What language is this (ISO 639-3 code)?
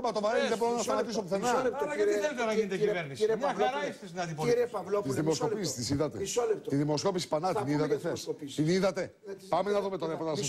ell